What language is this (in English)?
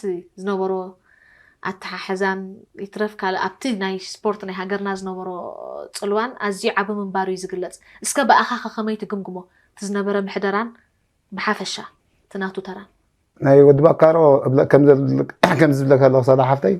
Tigrinya